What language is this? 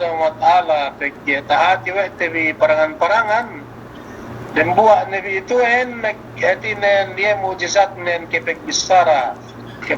Yakan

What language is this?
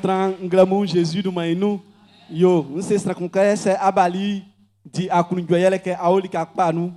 Baoulé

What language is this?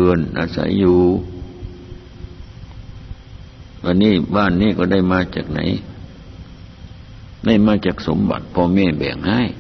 Thai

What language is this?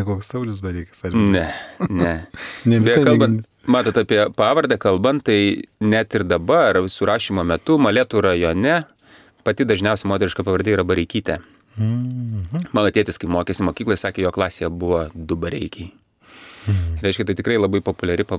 Lithuanian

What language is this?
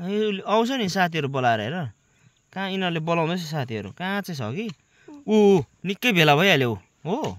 Nepali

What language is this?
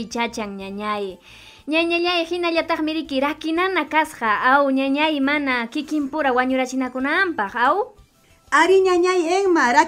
Ayacucho Quechua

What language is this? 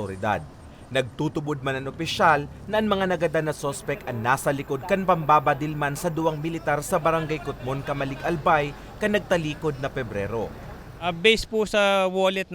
Bikol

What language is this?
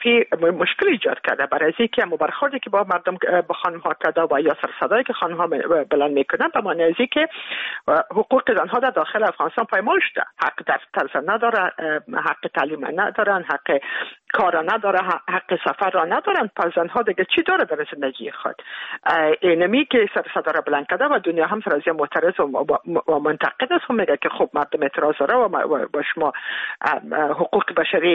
Persian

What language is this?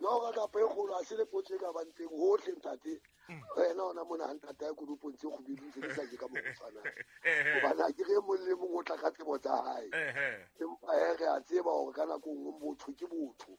Southern Sotho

